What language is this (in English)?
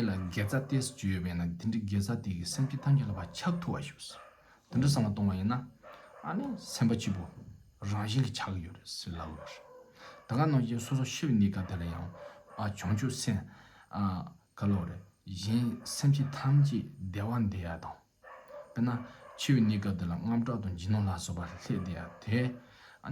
Tibetan